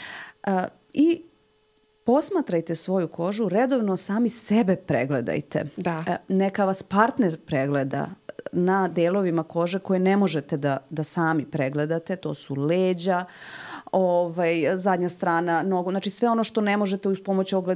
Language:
Serbian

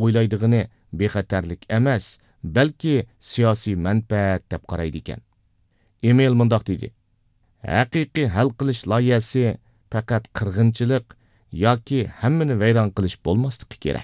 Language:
Uyghur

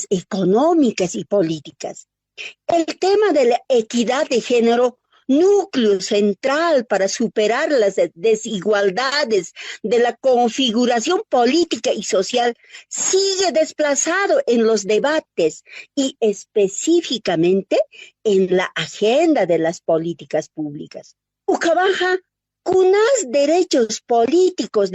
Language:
Aymara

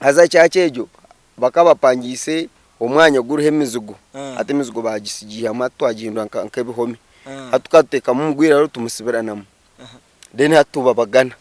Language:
Nyankole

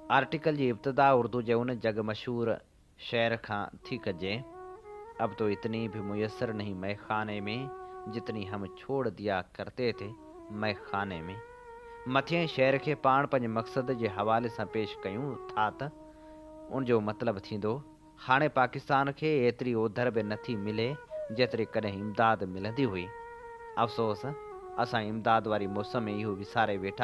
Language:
Sindhi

